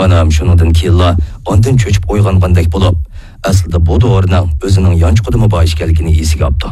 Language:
Uyghur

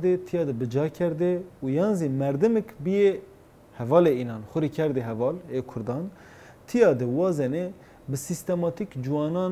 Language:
Zaza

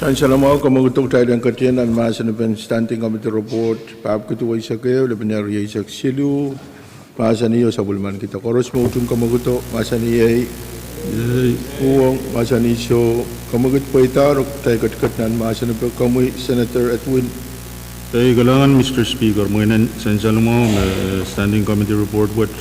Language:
Pohnpeian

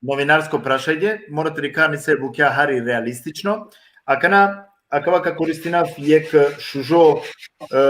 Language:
Balkan Romani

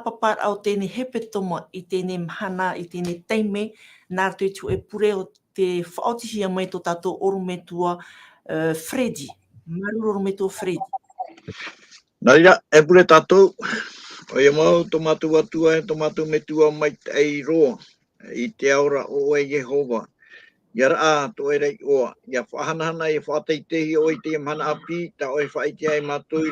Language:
Tahitian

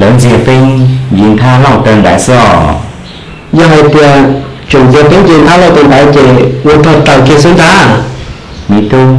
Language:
Hmong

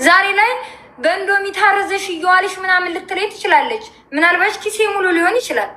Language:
Amharic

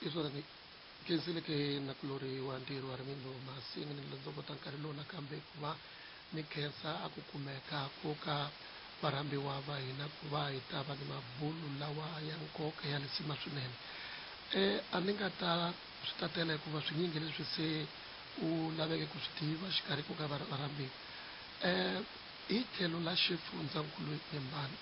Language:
Tsonga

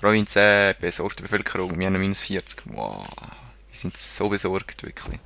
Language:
Swiss German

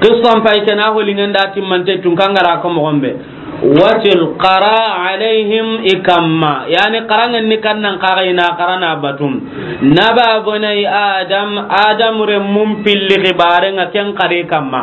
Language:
Soninke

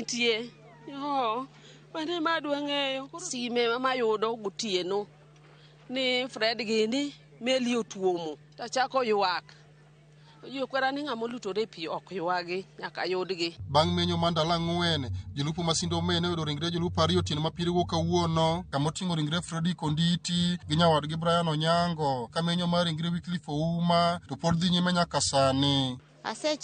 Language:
Luo (Kenya and Tanzania)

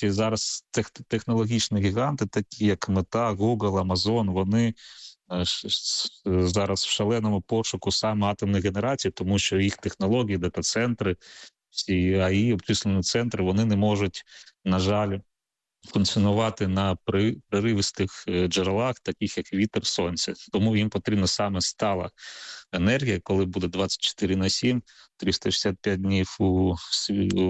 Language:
Ukrainian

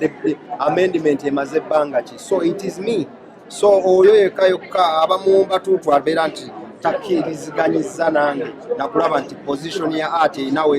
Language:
Ganda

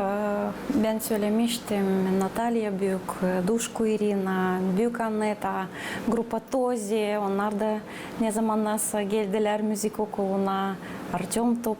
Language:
Gagauz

